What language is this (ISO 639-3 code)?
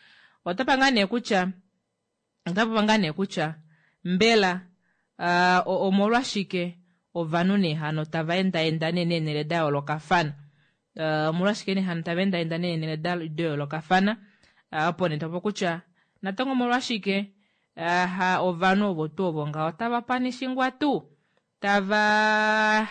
kua